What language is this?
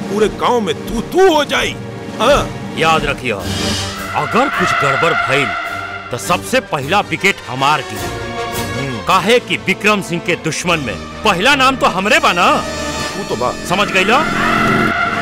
Bhojpuri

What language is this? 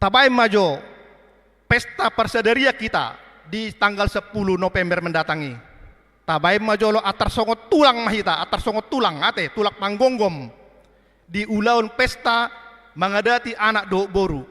Batak Toba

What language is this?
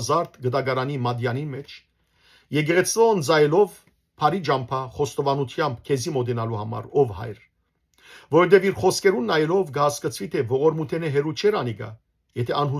Western Armenian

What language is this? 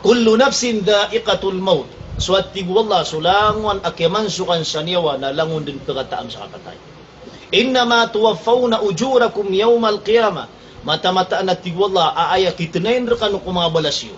Maranao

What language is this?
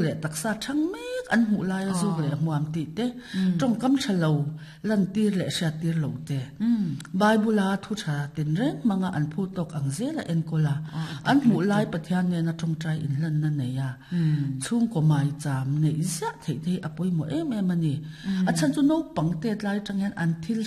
Mizo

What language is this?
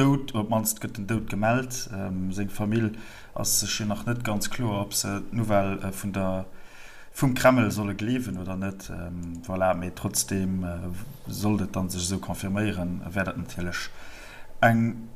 Luxembourgish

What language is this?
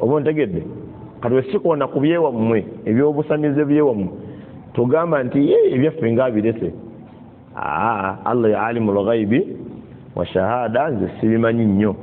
Ganda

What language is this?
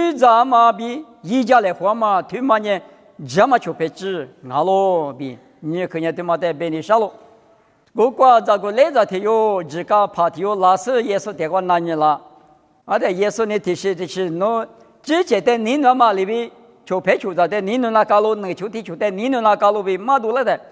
Lisu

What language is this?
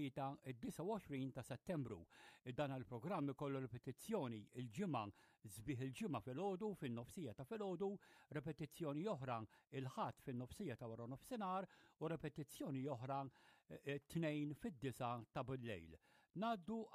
Maltese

